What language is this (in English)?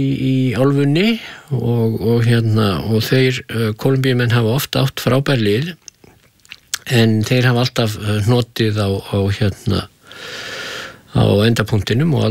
Icelandic